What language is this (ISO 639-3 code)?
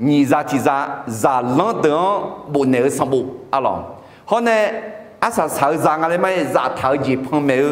ahk